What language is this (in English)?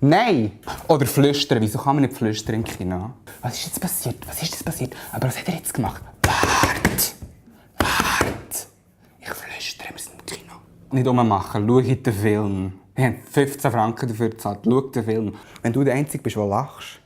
Swiss German